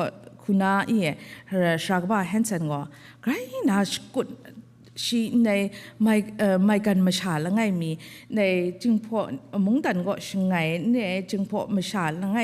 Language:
Kachin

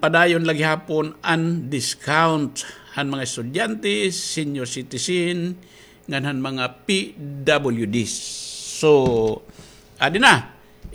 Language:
Waray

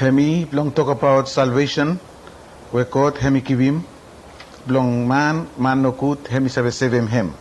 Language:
Bislama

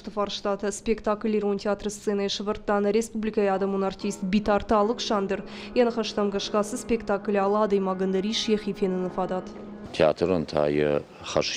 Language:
Ossetic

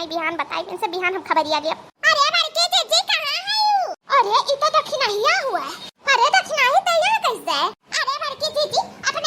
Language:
Awadhi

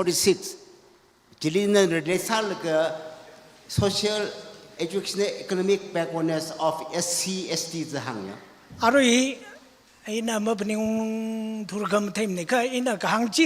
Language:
Tangkhul Naga (India)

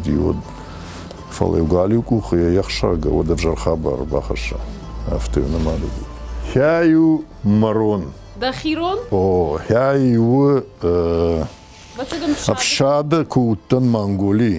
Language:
Ossetic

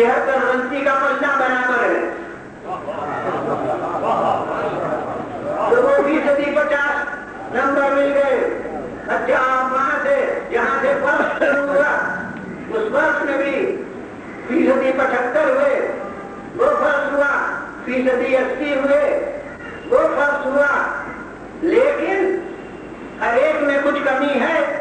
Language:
Urdu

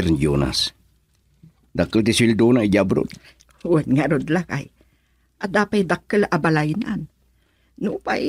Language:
Iloko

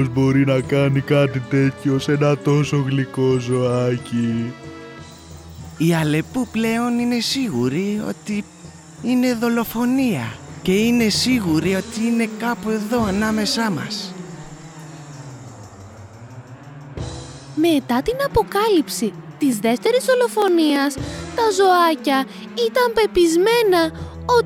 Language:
Greek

